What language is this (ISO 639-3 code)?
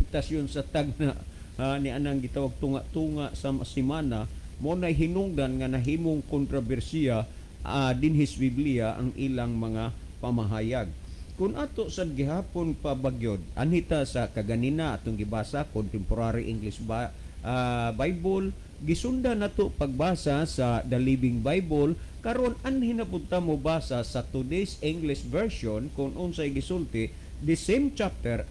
ceb